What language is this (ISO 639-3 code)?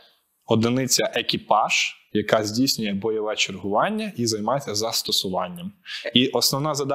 ukr